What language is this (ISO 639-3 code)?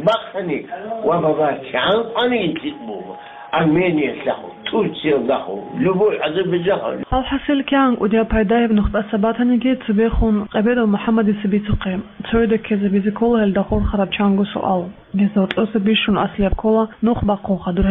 ava